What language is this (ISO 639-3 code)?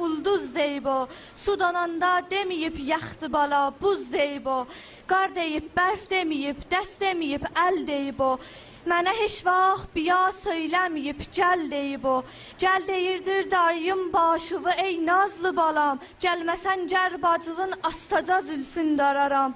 azb